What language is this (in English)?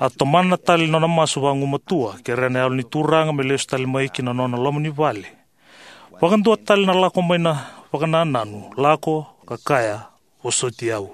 Fijian